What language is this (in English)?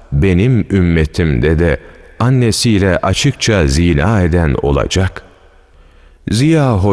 Turkish